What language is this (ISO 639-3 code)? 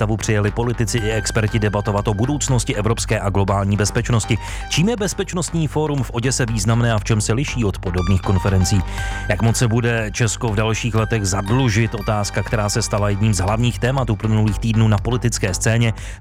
ces